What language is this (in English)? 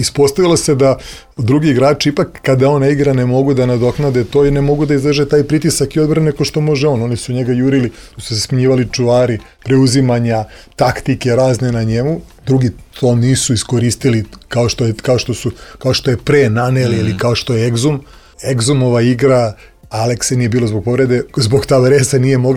Serbian